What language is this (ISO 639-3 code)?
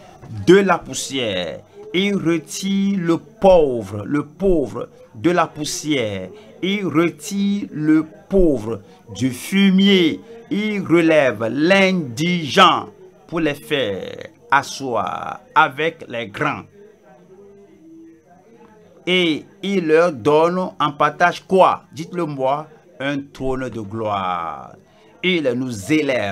fra